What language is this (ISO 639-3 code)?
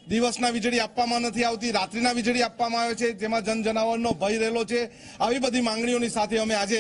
guj